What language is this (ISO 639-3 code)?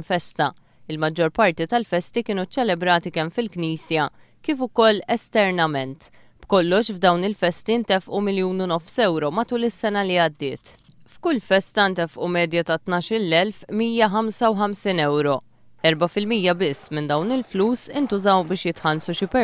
mlt